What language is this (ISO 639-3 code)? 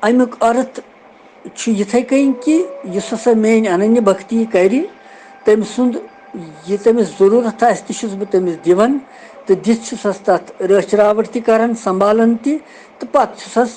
kas